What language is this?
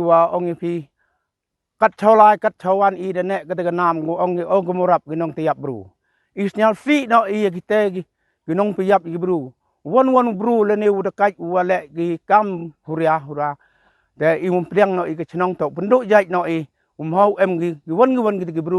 Pnar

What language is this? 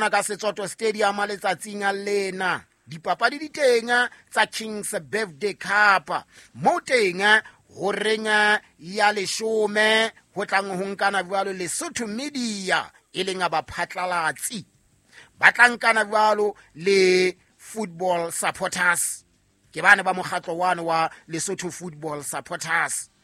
Southern Sotho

